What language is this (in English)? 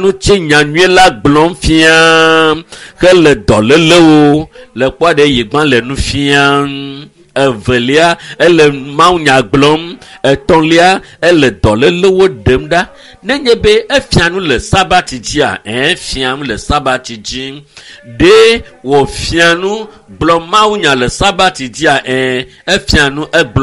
Ewe